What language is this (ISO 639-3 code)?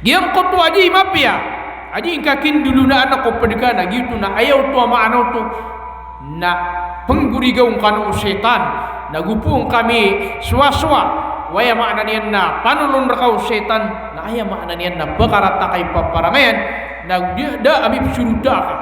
mrw